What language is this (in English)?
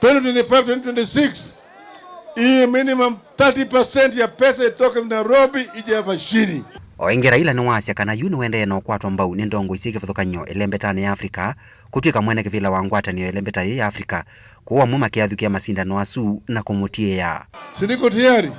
Kamba